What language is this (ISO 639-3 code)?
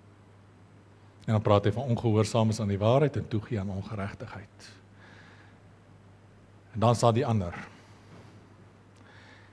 afr